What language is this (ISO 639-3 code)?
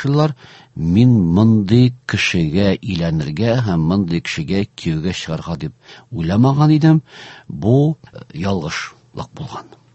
tat